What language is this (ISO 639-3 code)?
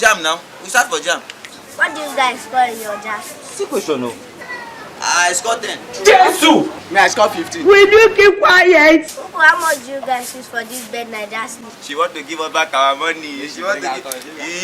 pcm